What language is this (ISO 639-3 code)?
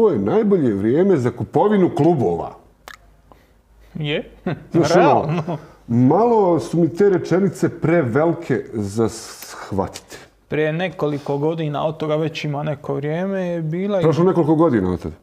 hrv